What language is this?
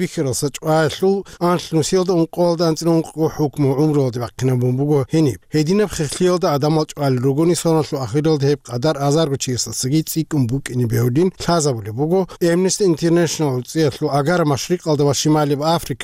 Avaric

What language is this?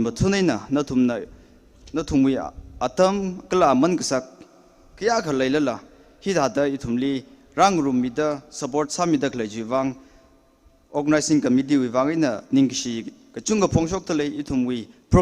Tangkhul Naga (India)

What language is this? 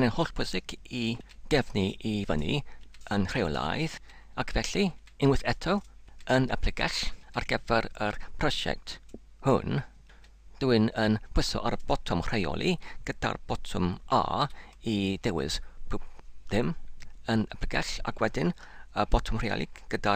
Welsh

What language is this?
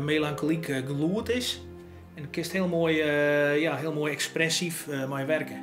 Western Frisian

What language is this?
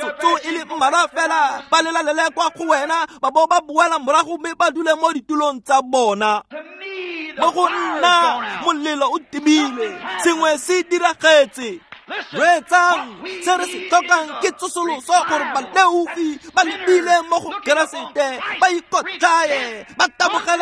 Tswana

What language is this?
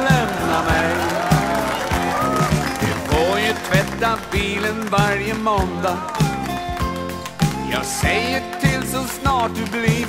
Swedish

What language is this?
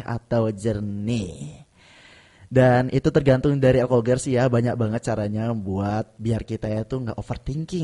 Indonesian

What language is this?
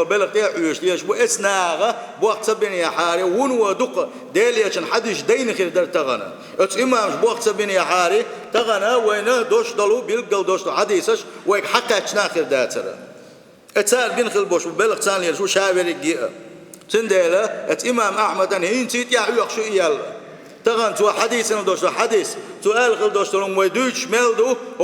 Chechen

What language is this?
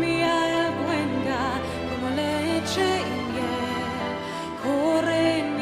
Ladino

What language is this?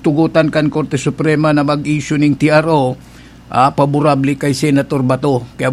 Bikol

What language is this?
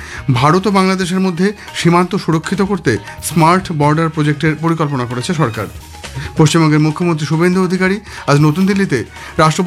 Bangla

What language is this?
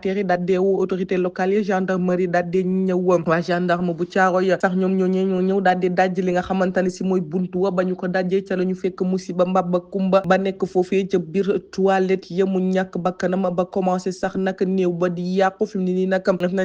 Wolof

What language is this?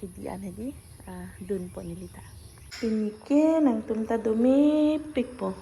Karbi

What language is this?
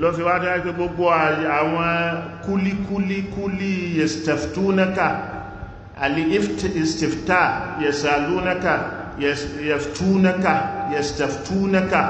Yoruba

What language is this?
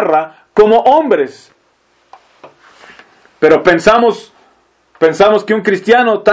Spanish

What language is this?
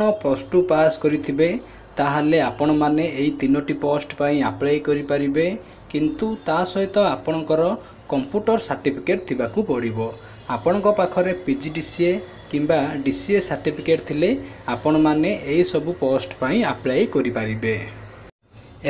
Odia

